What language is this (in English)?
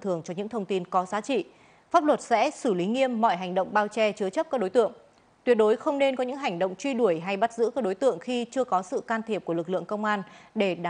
Vietnamese